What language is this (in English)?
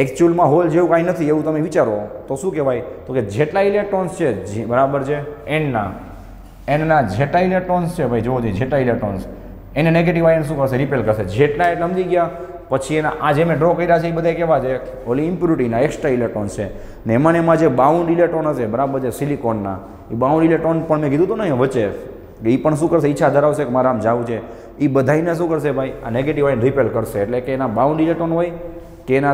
Gujarati